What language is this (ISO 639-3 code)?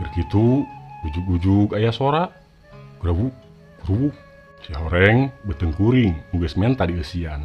sun